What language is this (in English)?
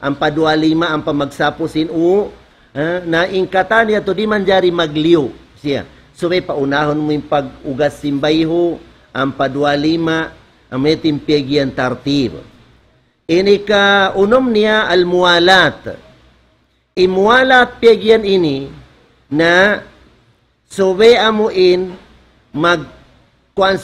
Tausug